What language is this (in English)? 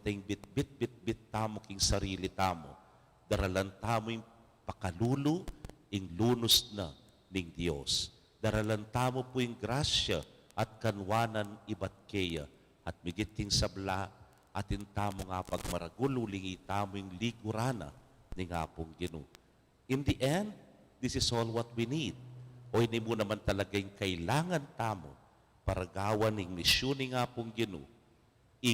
Pampanga